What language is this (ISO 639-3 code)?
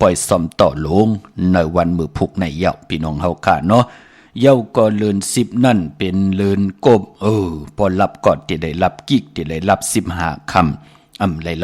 shn